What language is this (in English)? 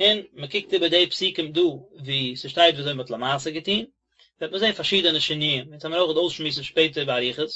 Yiddish